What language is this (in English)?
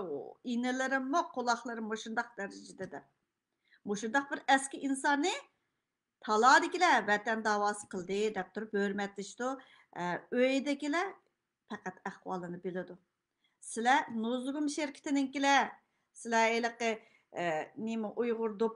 Uyghur